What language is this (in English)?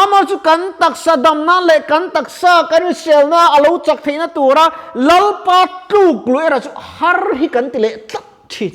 Mizo